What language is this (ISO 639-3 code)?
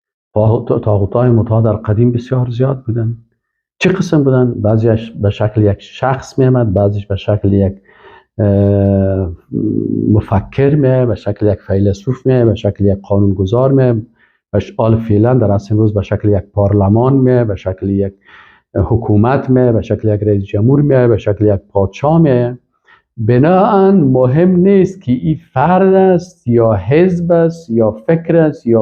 fas